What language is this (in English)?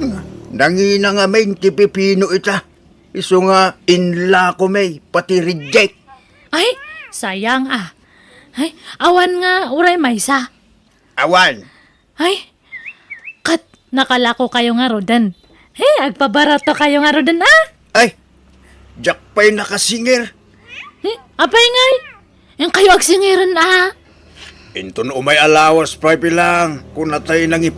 Iloko